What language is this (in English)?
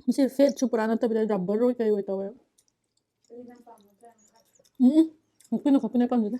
Manipuri